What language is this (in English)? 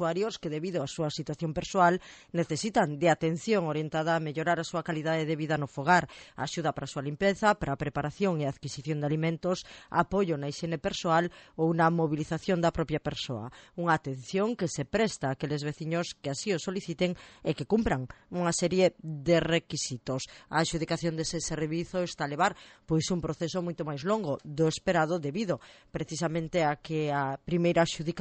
Galician